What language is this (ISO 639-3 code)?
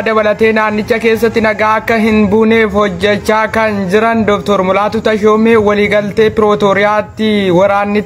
orm